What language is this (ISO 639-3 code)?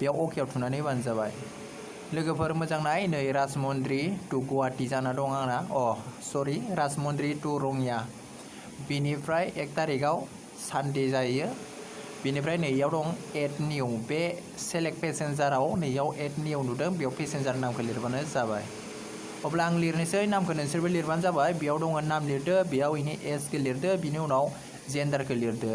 brx